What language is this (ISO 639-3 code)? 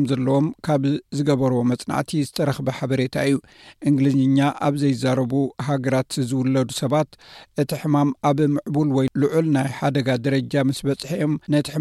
tir